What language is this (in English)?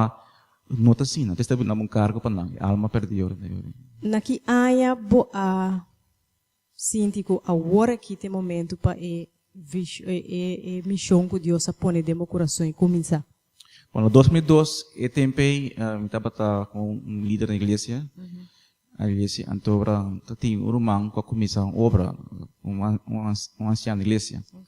Papiamento